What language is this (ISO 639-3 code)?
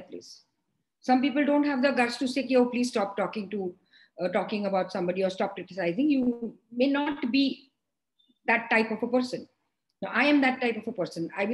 eng